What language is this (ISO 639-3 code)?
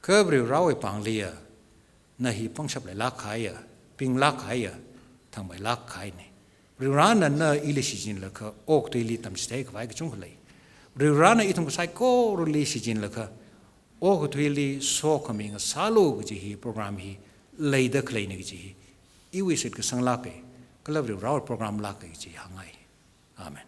nmf